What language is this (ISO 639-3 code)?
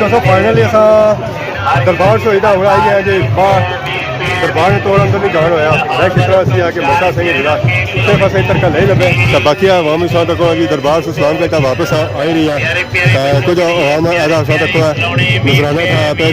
phr